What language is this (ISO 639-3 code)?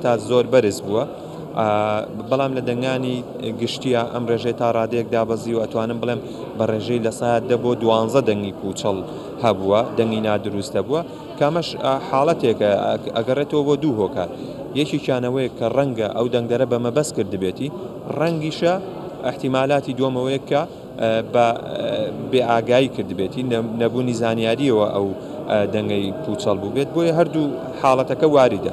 ckb